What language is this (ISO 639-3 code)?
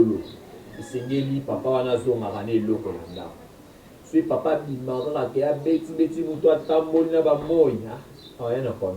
lin